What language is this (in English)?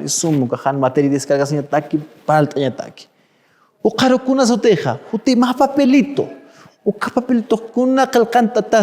Aymara